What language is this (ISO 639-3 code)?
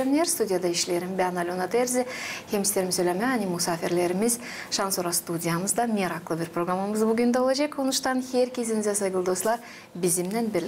gag